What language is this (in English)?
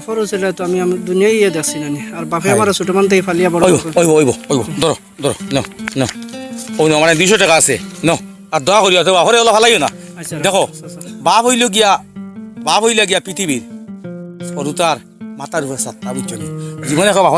Sylheti